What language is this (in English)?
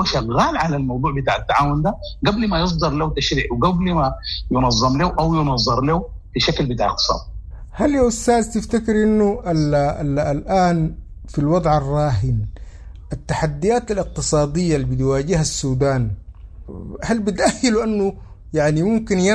Sudanese Arabic